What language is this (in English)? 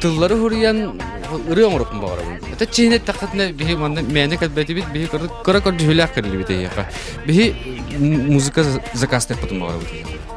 Yakut